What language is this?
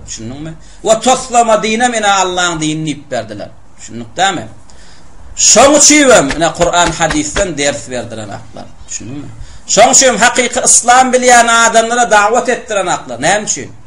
Turkmen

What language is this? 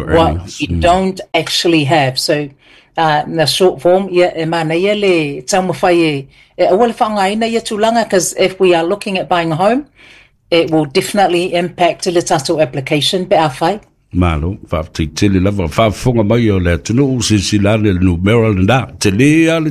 Samoan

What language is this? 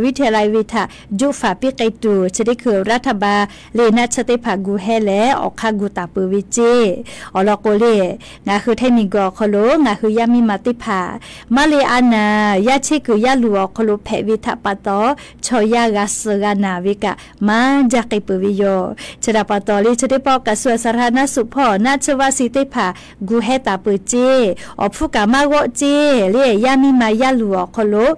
Lahu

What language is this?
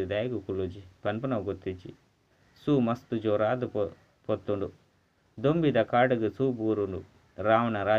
Tulu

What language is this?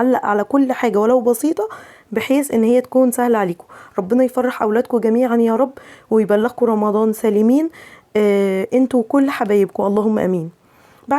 Egyptian Arabic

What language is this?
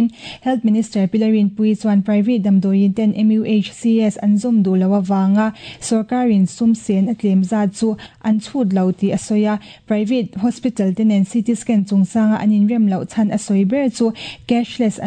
Mizo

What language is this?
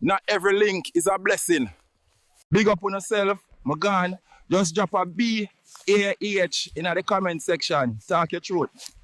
Jamaican Creole English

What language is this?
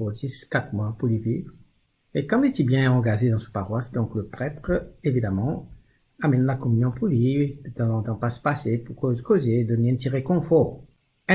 Morisyen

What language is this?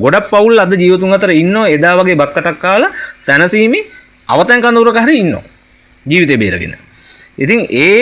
Sinhala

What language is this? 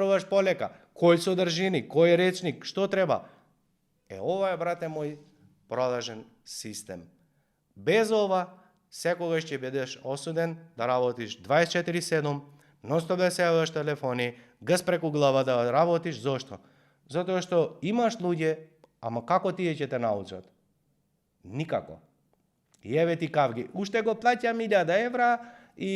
Macedonian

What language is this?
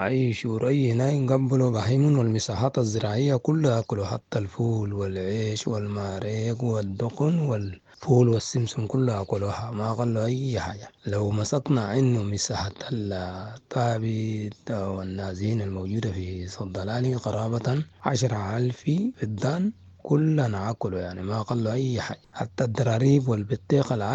Sudanese Arabic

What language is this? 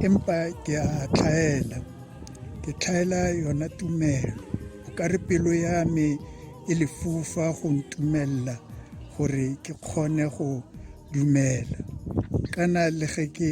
Tswana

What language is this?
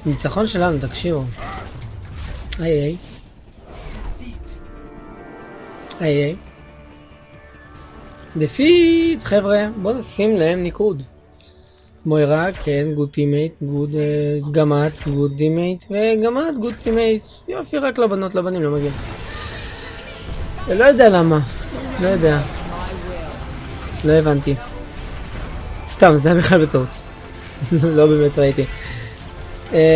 Hebrew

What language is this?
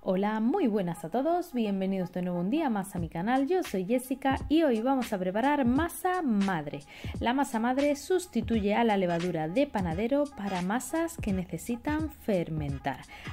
Spanish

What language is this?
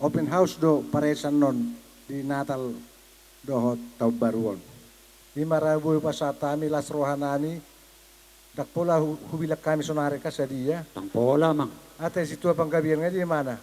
Batak Toba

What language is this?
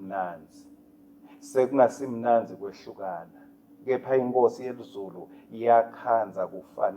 Swati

